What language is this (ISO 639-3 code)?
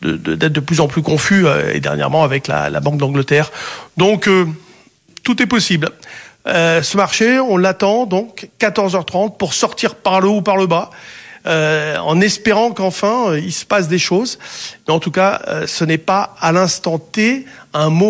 fra